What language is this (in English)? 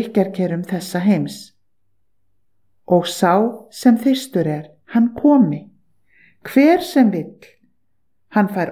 Icelandic